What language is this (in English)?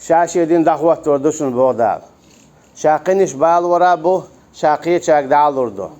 Chechen